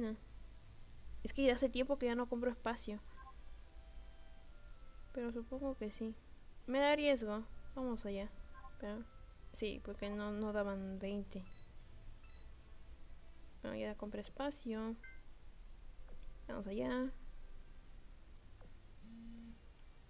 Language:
Spanish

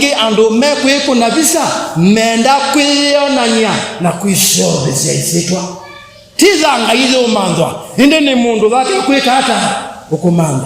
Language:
Kamba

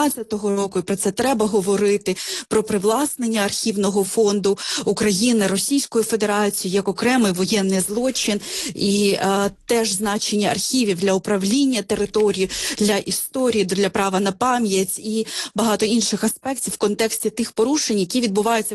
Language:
Ukrainian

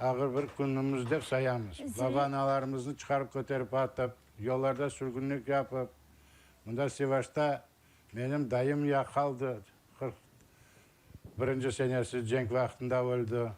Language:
Crimean Tatar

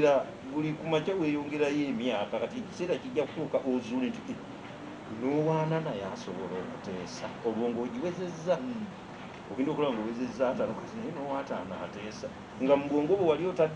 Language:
Ganda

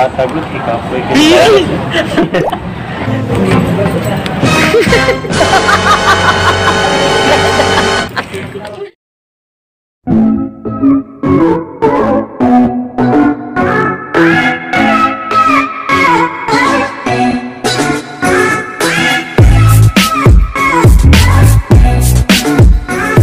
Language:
Filipino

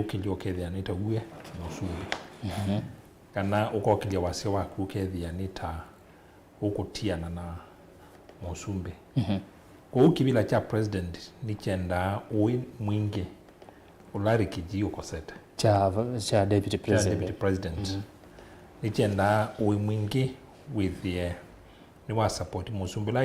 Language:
Kamba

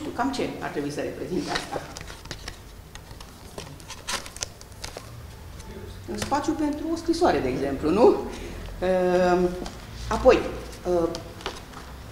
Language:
Romanian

